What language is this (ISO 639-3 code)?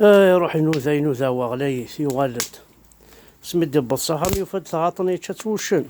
kab